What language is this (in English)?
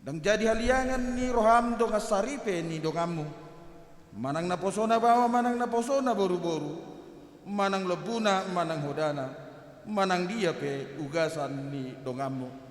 Batak Toba